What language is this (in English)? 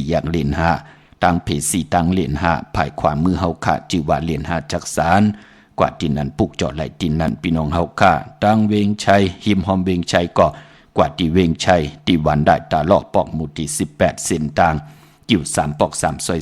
Shan